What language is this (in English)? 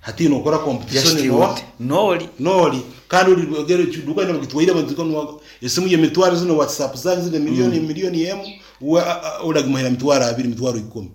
Nyoro